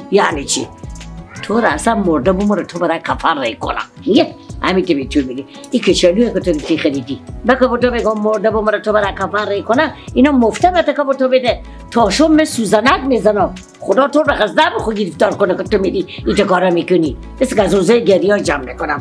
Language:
Persian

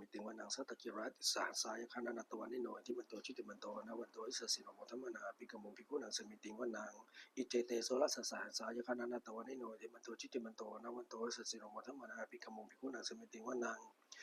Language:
Pali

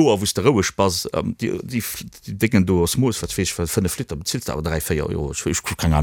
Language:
Luxembourgish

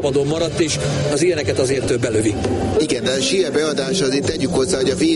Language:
Hungarian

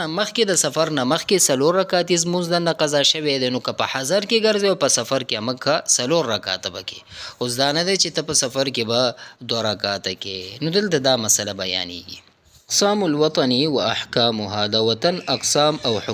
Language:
Pashto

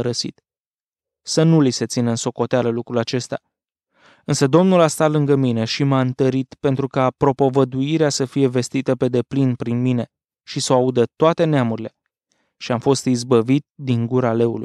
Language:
Romanian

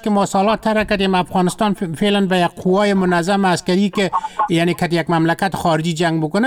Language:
Persian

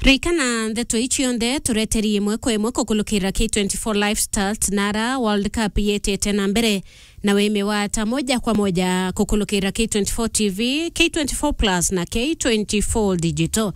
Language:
Meru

